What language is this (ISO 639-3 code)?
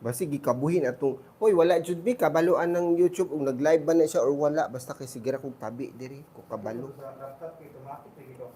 ceb